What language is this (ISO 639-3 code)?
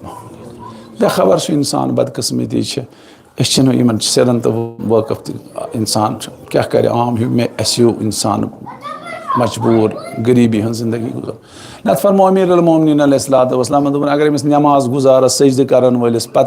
kas